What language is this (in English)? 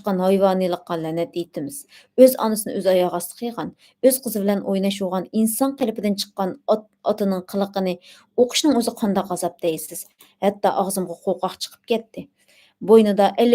Uyghur